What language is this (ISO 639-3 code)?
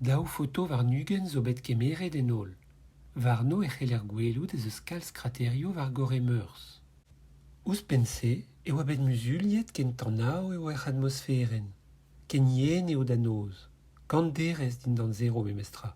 bre